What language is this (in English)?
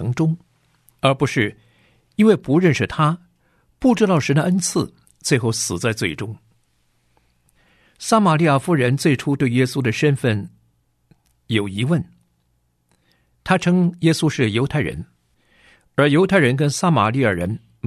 Chinese